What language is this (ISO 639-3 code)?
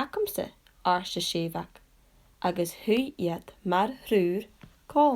gla